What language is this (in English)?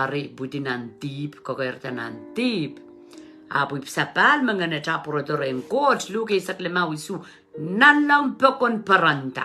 Pohnpeian